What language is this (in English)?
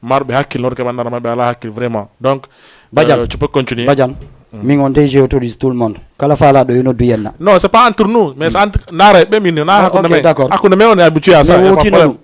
Fula